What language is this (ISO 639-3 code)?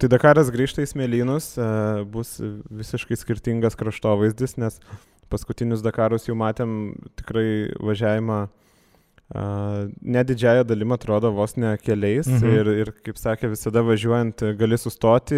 lit